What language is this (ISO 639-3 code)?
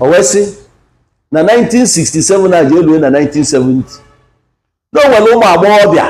ibo